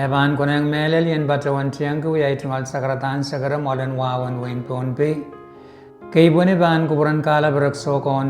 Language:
Pohnpeian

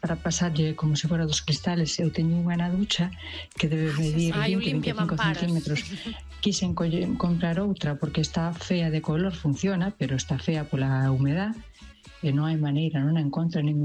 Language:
Galician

